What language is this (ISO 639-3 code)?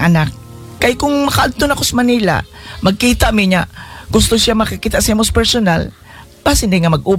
ceb